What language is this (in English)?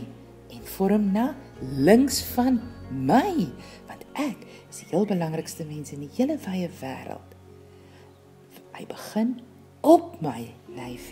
Afrikaans